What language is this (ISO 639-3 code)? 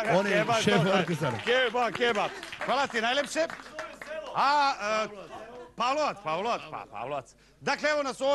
srp